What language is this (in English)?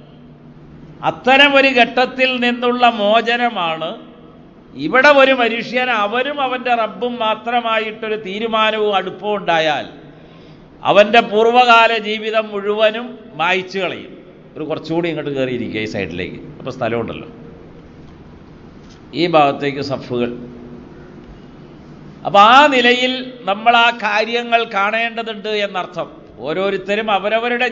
Malayalam